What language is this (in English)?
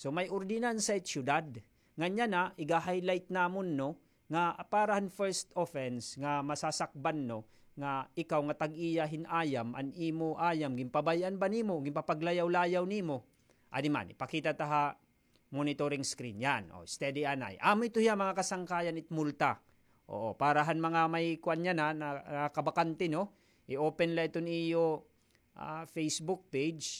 Waray